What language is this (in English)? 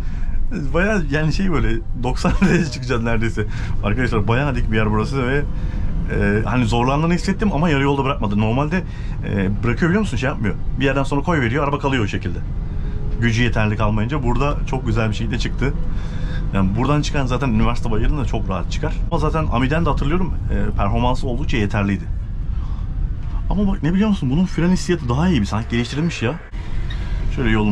Turkish